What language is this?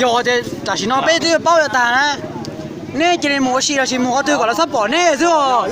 Hmong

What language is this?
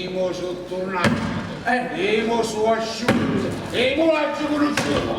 Neapolitan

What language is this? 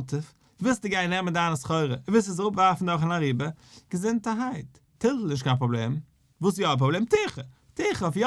Yiddish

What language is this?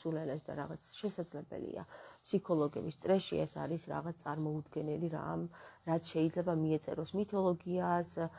Georgian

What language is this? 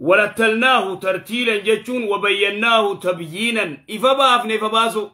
Oromo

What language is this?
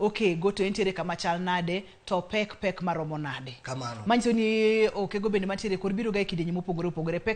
Luo (Kenya and Tanzania)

